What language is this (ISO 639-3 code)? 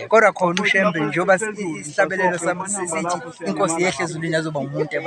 zul